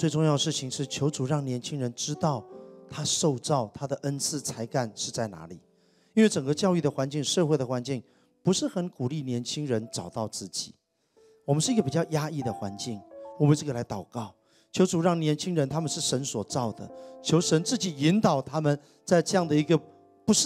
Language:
Chinese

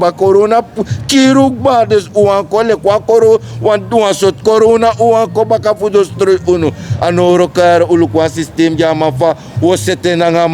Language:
Sranan Tongo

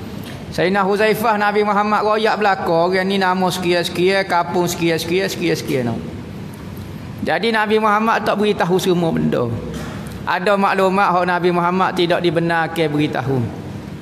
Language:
Malay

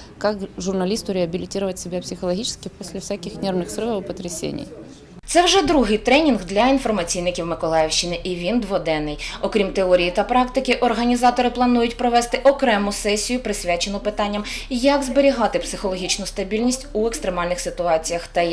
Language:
Ukrainian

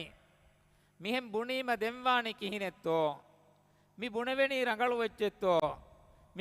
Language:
Divehi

